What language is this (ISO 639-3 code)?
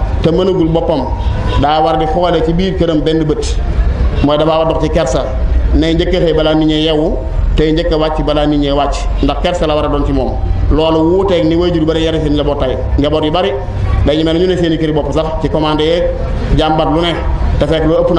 wol